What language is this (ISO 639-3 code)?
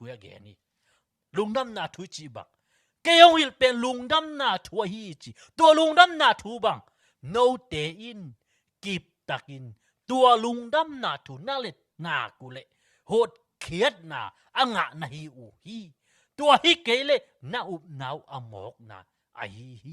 ctd